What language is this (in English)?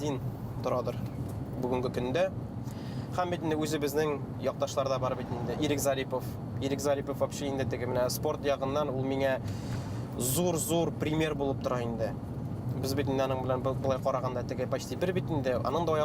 Bashkir